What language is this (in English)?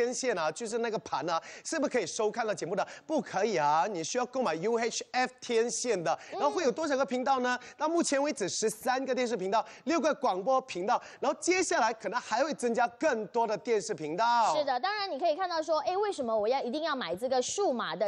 Chinese